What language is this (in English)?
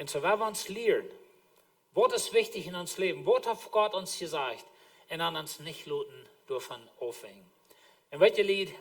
Plautdietsch